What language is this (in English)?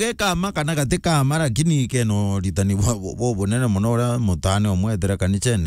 Meru